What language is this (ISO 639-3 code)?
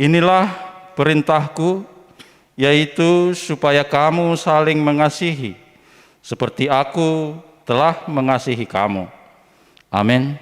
bts